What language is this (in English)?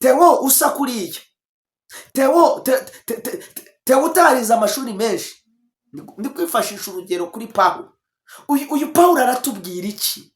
Kinyarwanda